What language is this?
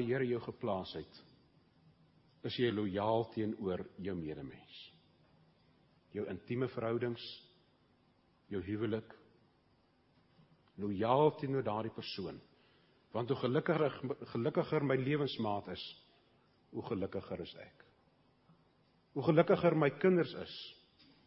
Afrikaans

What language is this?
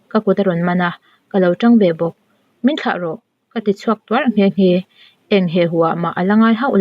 Mizo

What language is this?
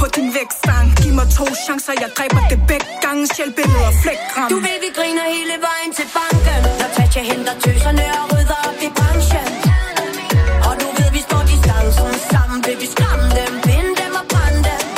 Danish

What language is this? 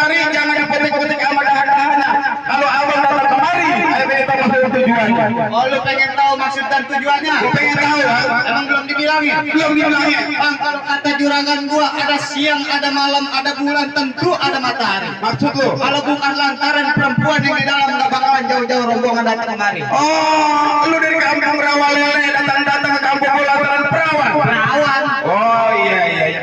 Betawi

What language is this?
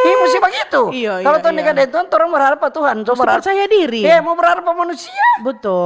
Manado Malay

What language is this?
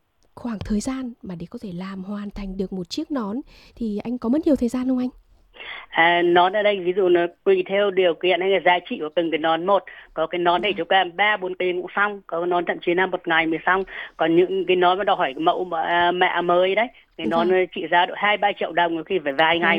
Vietnamese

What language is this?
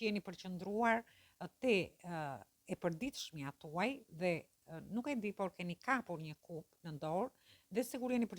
Albanian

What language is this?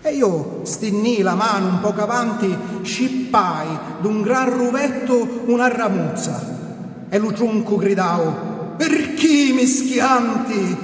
Sicilian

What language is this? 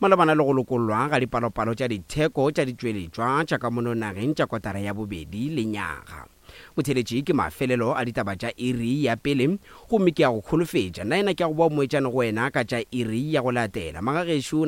Northern Sotho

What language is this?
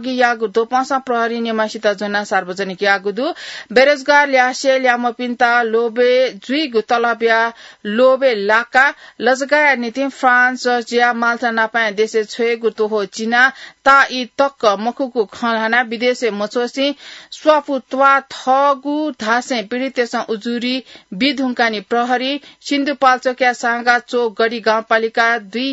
Newari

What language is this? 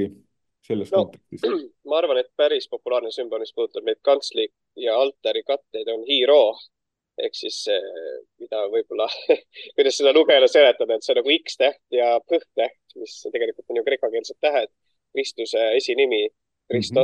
Estonian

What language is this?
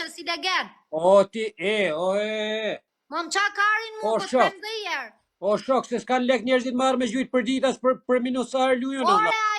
Albanian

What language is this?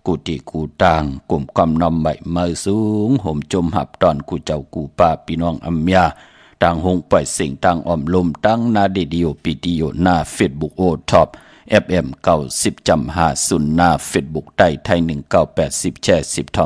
Shan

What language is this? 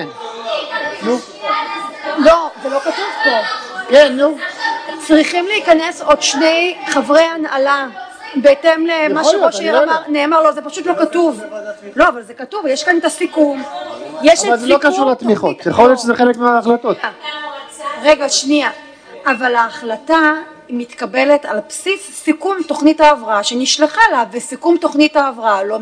Hebrew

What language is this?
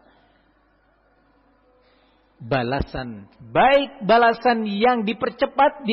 Indonesian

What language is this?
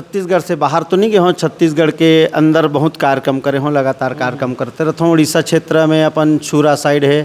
Chhattisgarhi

